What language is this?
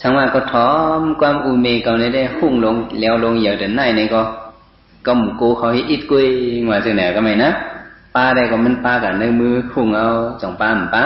Shan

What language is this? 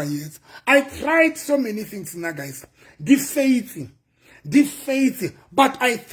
Southern Sotho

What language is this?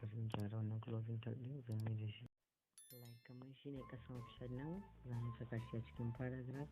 Hausa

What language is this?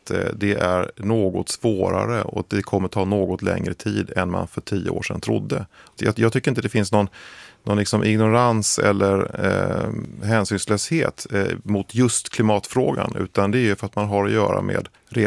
Swedish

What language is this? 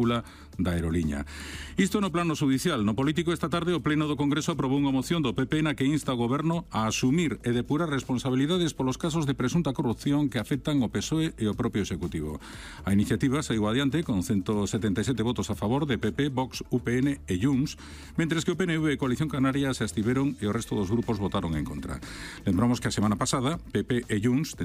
Galician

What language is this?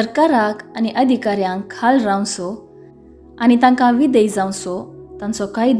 Konkani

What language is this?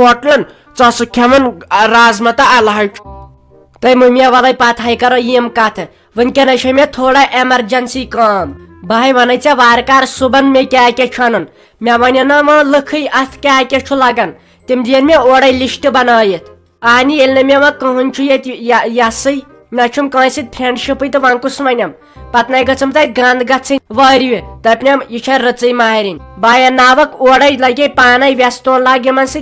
Kashmiri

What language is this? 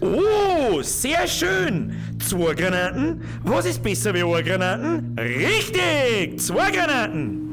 Bavarian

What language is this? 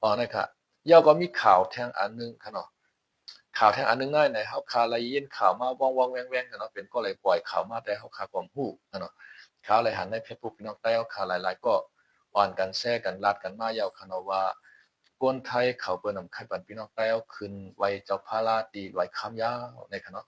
Shan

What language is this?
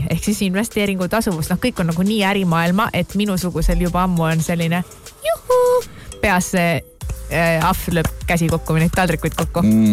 Estonian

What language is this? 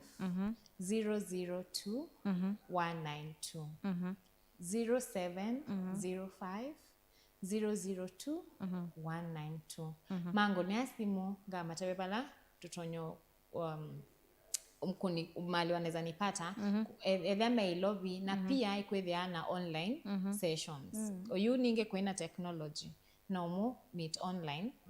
Kamba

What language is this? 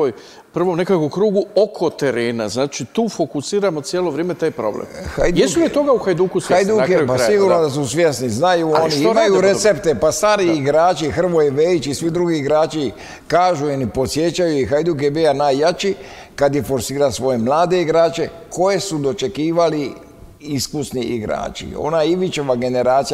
Croatian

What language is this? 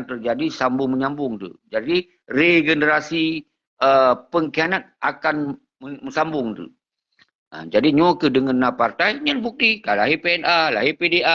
Achinese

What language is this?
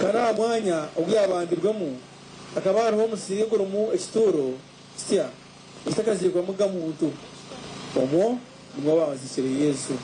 Nyankole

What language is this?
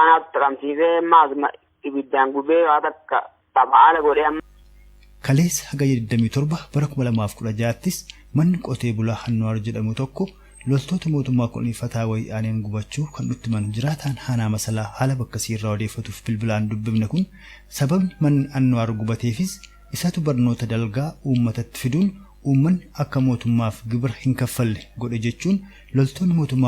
Oromo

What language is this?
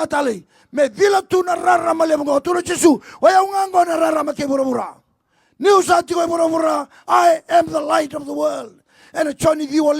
Fijian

